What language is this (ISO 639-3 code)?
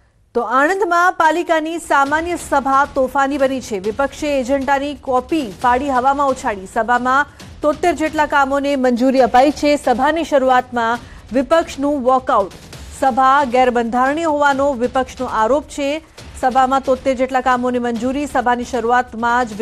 guj